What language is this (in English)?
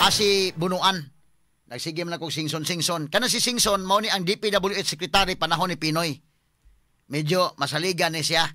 Cebuano